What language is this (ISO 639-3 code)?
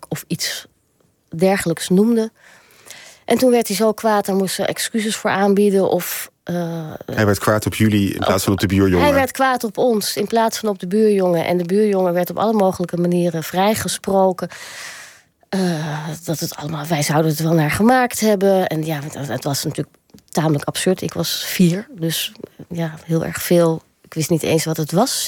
nld